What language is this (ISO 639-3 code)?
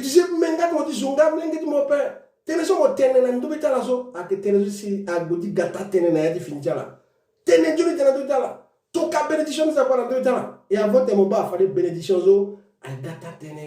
sag